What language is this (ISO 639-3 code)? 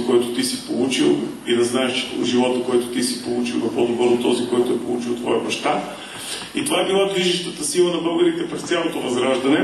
bul